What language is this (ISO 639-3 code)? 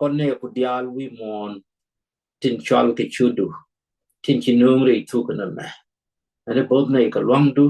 nus